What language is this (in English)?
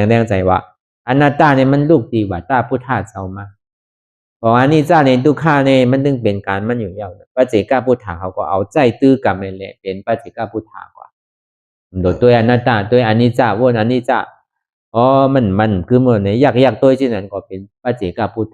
Shan